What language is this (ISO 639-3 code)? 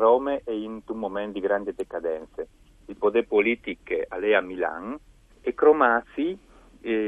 fur